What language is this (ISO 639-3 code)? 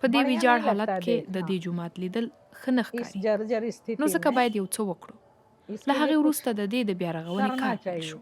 pus